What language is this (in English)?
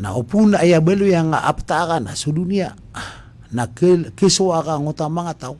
Maranao